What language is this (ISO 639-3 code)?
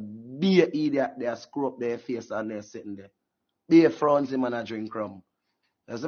jam